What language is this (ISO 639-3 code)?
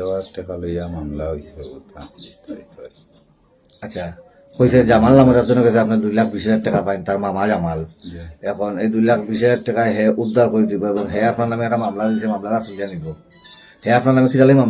syl